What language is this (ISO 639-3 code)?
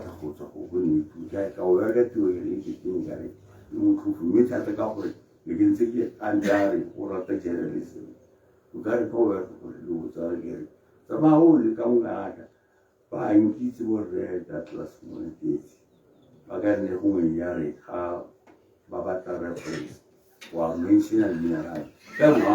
tsn